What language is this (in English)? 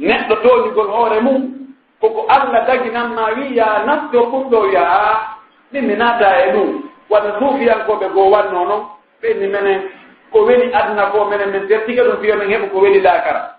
Pular